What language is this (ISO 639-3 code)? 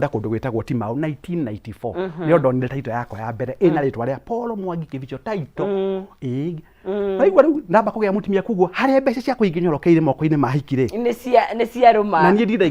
kik